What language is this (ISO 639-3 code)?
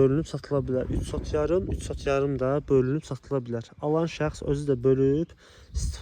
aze